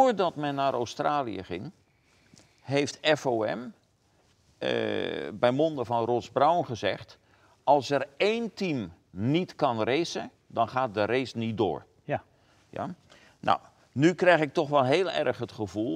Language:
Dutch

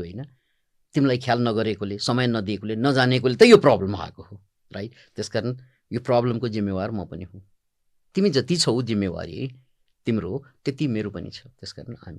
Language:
Nepali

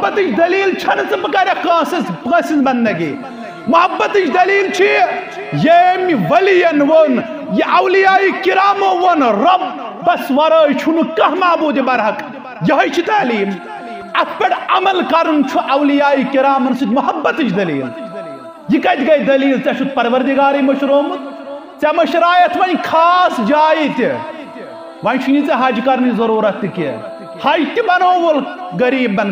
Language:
Kashmiri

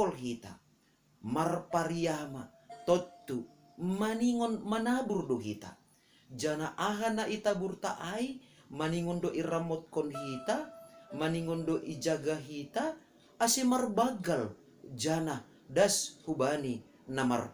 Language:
Batak Simalungun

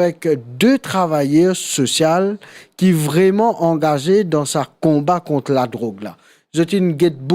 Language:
Morisyen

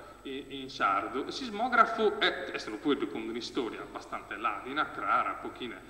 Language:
Sardinian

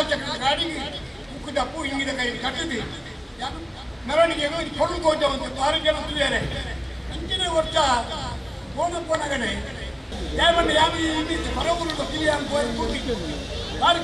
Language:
Kannada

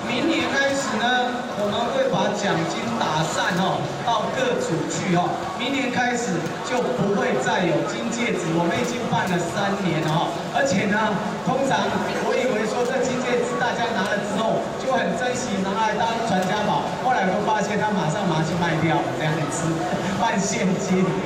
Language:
Chinese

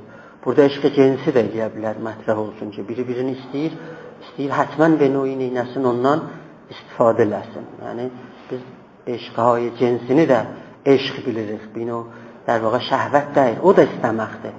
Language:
South Azerbaijani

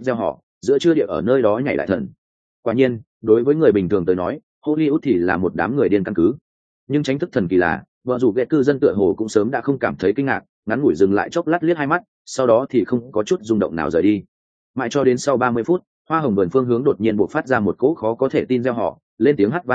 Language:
Vietnamese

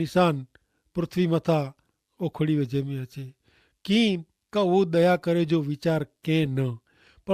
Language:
Kachhi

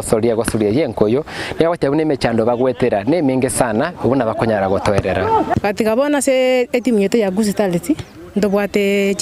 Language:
Gusii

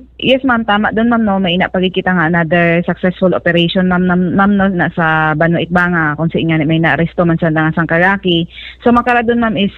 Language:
Hiligaynon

